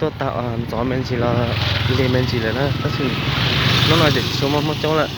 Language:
Hmong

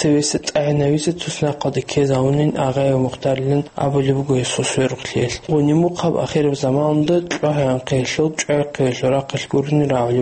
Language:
Avaric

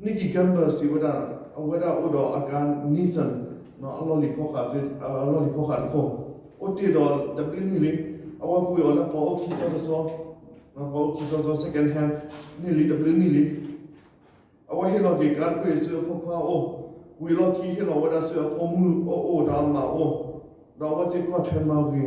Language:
S'gaw Karen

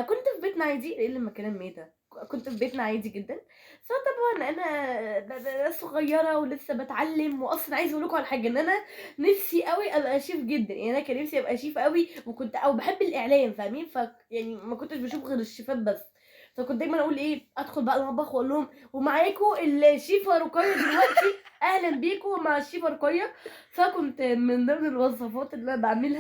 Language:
Egyptian Arabic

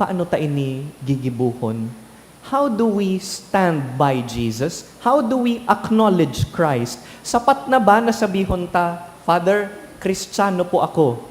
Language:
Bikol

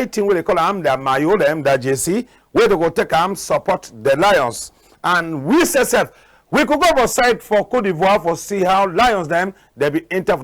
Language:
Cameroon Pidgin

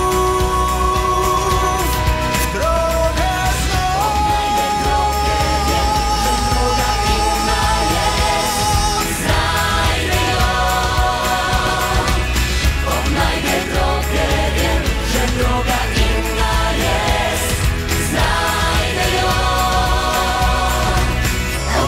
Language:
Polish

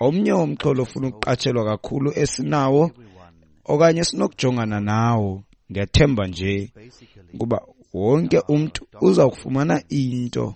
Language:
Xhosa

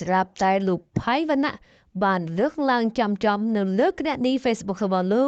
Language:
Khmer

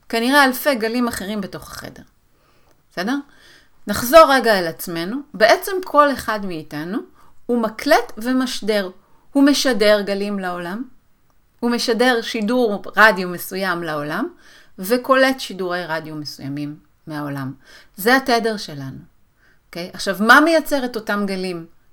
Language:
Hebrew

